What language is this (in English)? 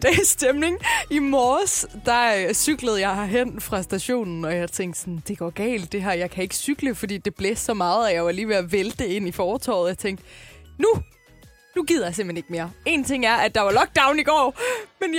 Danish